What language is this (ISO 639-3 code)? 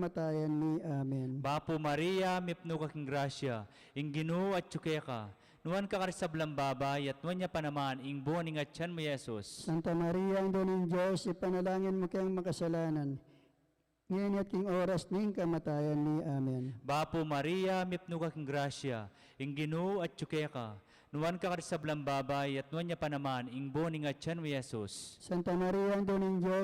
pam